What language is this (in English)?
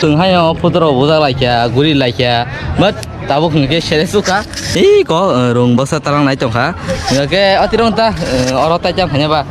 Kok Borok